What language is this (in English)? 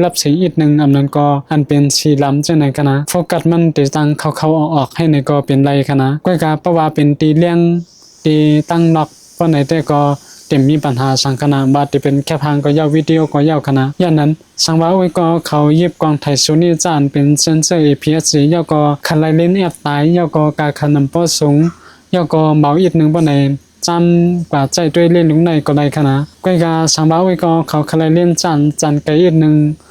Shan